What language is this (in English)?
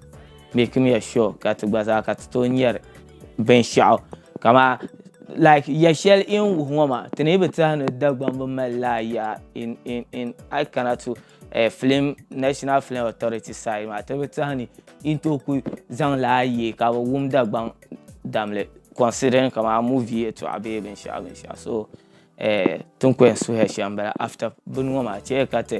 Dagbani